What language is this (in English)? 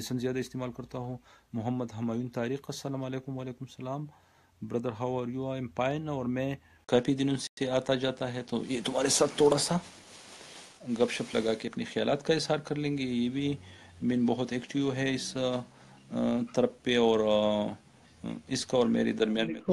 Urdu